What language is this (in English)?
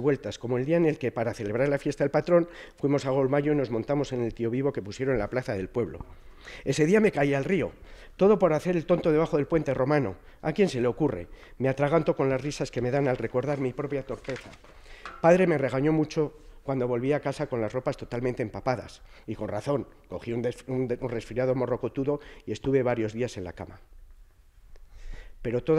Spanish